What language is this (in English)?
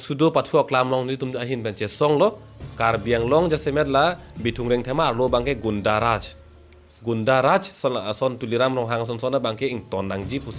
Karbi